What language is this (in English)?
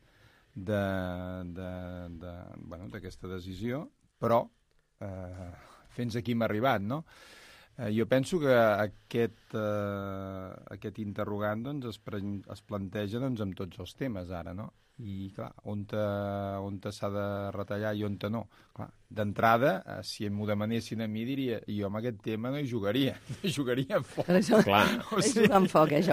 Catalan